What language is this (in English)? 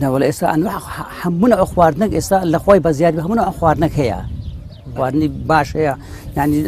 Central Kurdish